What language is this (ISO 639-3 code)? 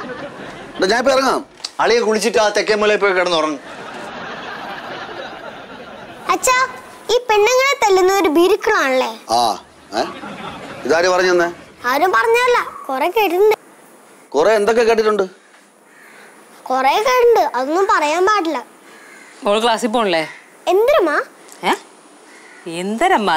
mal